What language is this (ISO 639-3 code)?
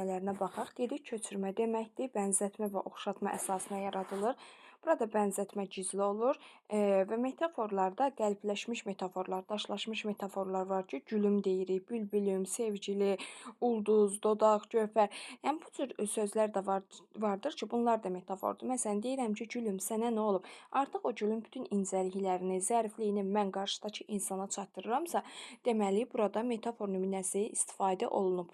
aze